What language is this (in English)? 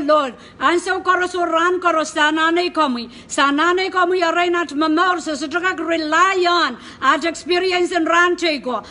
Pohnpeian